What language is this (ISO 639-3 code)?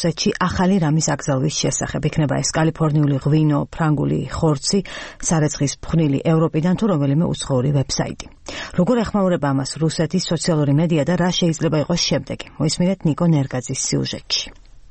kat